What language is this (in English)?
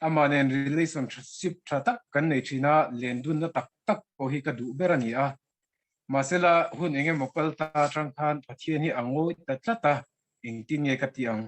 Mizo